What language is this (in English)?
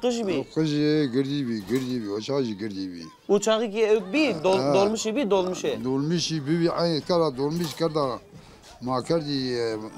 Zaza